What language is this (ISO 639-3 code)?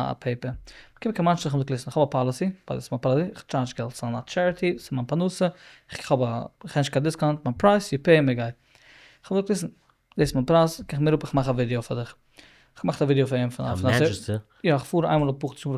yid